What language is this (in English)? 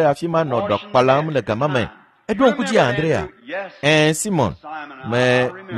Ewe